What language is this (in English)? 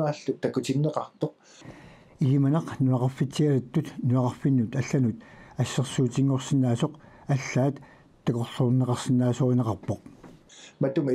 Kalaallisut